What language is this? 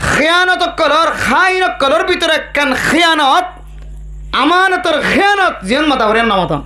Rohingya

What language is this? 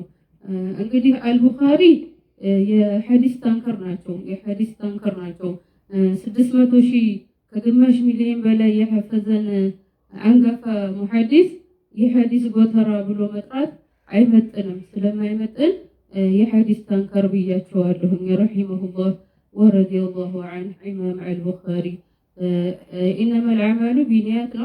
Amharic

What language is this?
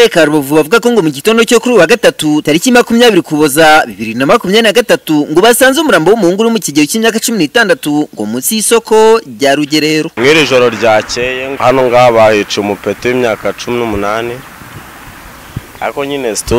Kinyarwanda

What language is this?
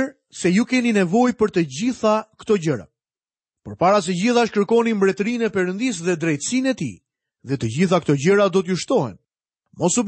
Albanian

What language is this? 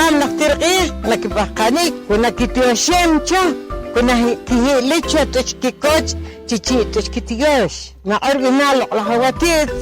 Poqomchi'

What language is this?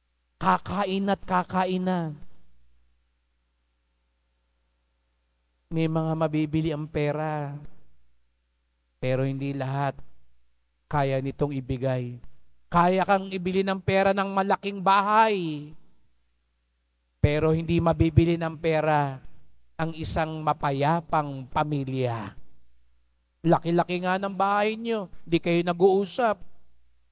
Filipino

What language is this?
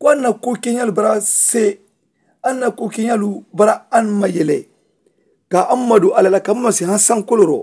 Mandingo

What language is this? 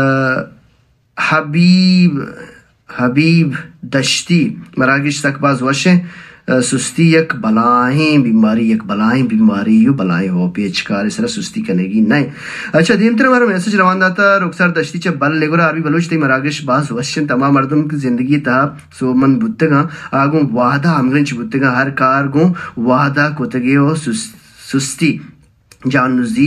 Baluchi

